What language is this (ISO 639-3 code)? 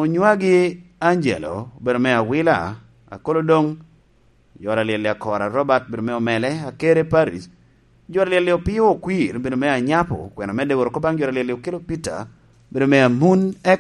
laj